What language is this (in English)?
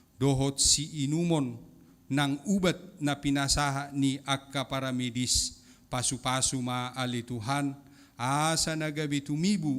Batak Toba